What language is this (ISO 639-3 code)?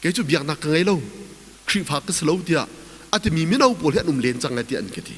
cnh